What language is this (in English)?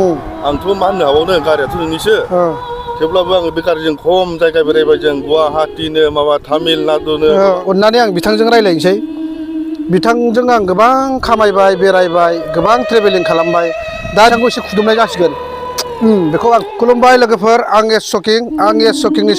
Bodo